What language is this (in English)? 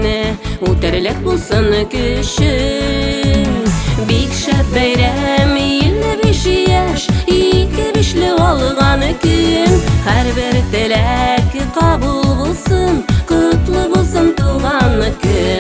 Tatar